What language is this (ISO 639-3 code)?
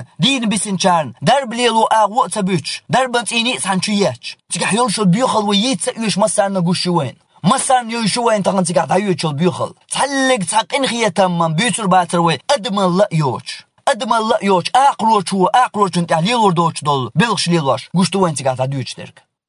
che